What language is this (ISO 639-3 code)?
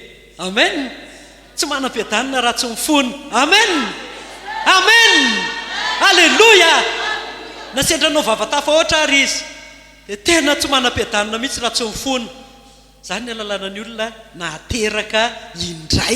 mlg